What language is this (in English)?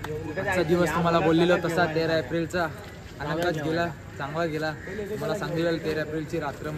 Marathi